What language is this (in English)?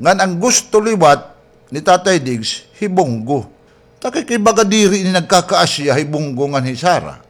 Waray